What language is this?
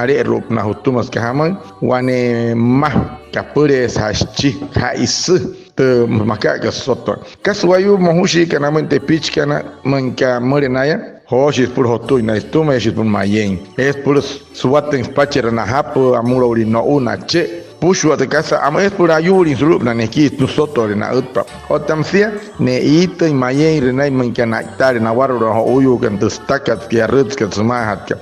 Wayuu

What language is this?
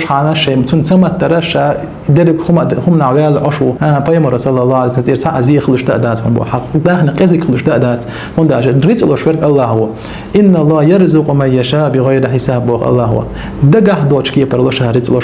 Chechen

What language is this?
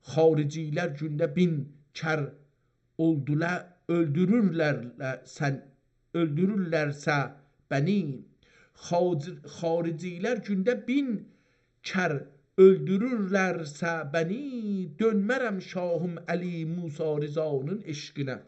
South Azerbaijani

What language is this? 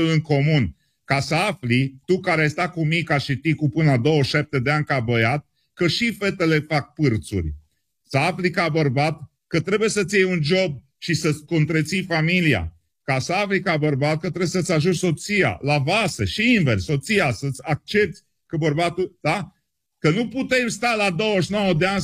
Romanian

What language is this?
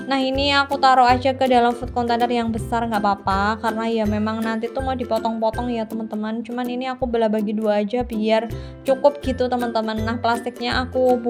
Indonesian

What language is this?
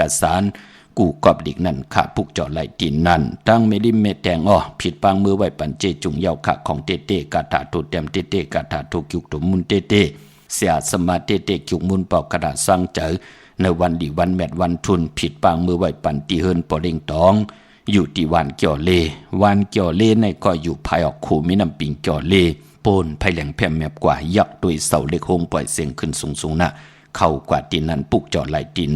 Shan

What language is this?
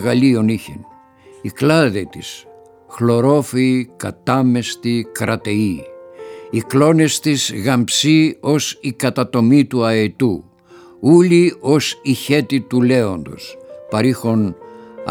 Greek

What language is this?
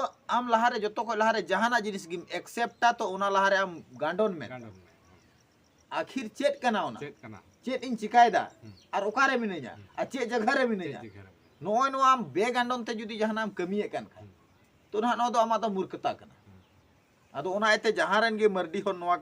Santali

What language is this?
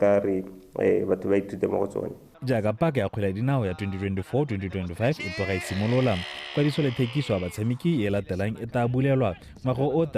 Tswana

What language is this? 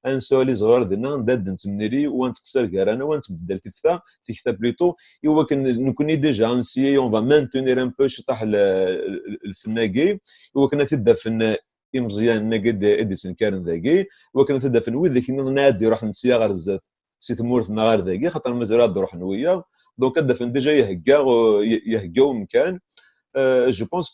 Kabyle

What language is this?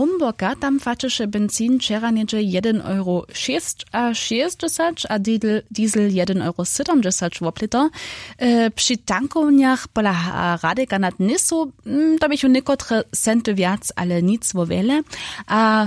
Upper Sorbian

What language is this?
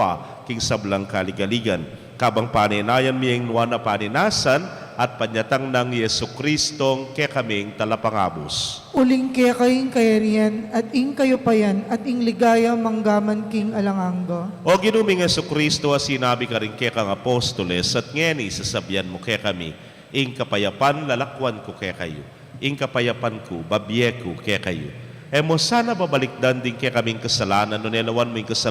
Pampanga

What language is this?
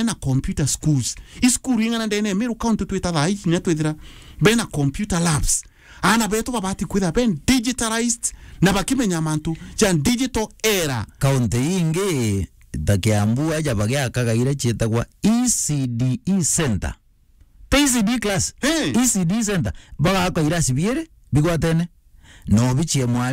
Meru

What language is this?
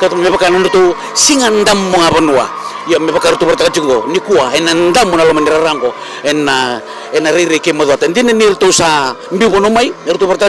Fijian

